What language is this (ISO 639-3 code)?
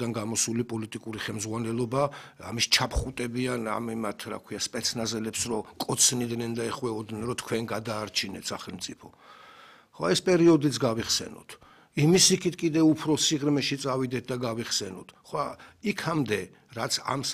kat